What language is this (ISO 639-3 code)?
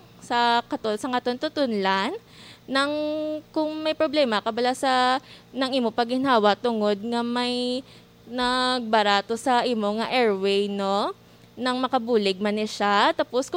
hil